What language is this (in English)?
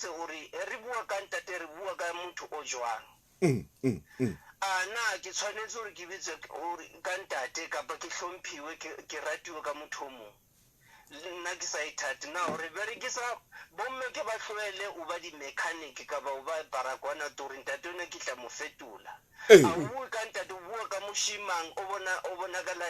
Southern Sotho